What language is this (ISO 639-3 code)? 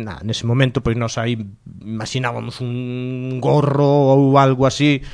glg